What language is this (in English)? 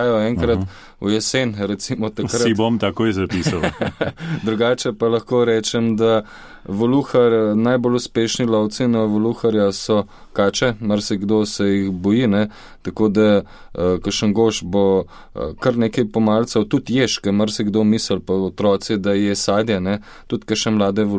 Slovenian